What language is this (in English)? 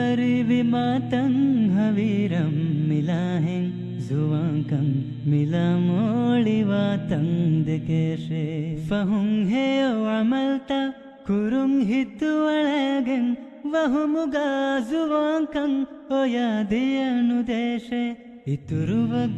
Divehi